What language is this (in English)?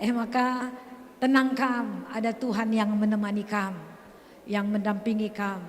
Batak Karo